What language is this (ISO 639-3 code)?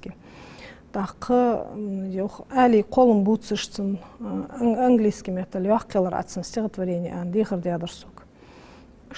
inh